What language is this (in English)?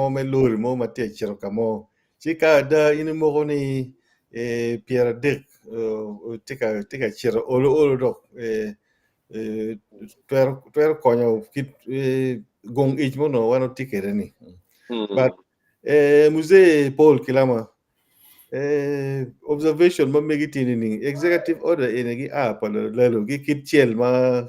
Acoli